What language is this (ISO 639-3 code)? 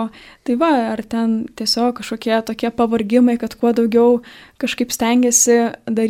lit